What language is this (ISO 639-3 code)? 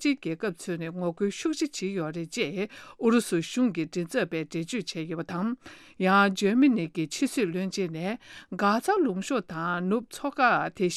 bod